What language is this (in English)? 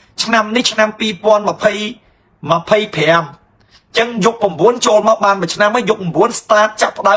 Khmer